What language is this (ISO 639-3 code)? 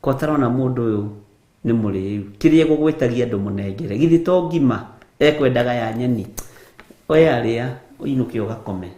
kik